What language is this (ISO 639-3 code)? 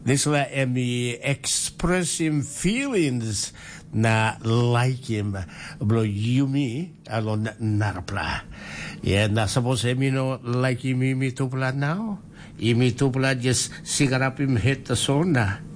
tpi